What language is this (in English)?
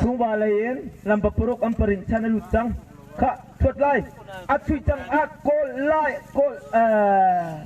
Hakha Chin